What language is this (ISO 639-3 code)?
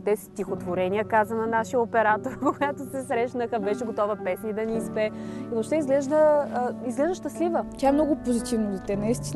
bul